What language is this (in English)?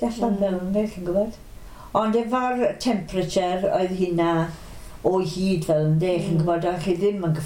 Welsh